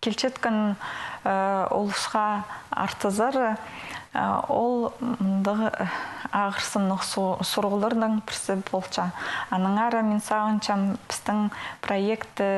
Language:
Khakas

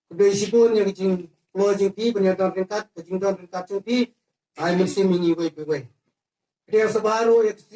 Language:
Khasi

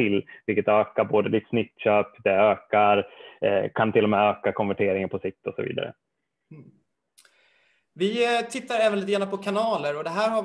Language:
Swedish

